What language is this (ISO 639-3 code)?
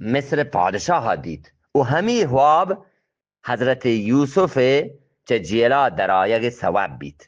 bgp